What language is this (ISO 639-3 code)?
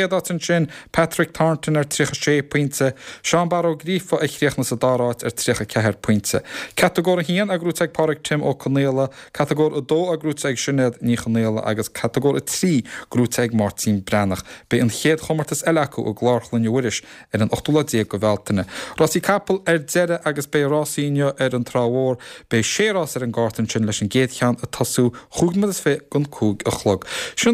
gle